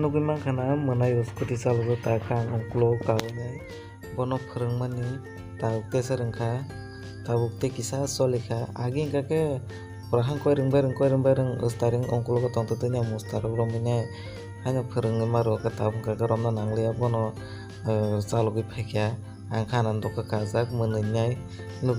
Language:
Kok Borok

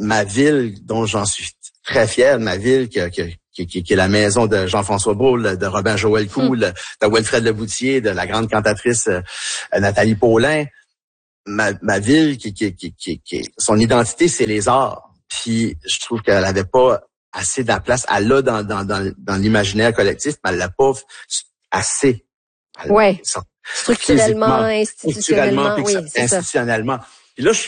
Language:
French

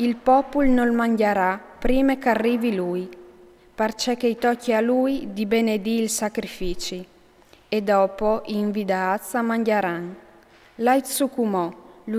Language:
Friulian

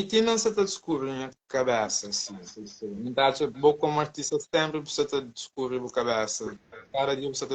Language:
Kabuverdianu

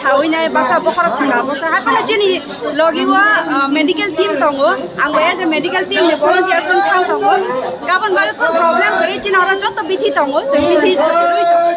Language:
Kok Borok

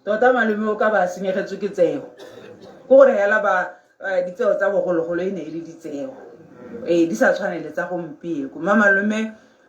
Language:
Tswana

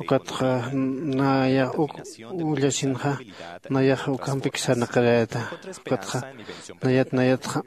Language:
Aymara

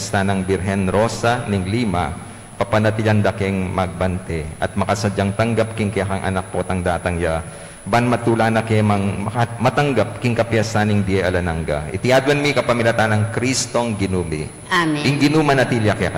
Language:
Pampanga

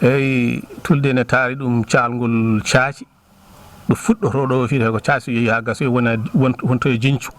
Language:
Fula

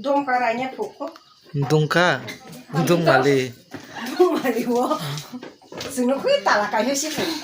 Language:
Kok Borok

